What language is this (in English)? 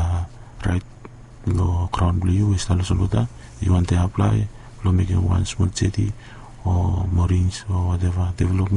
Bislama